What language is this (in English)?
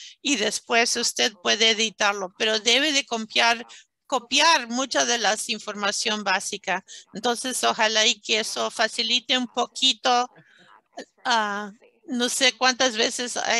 Spanish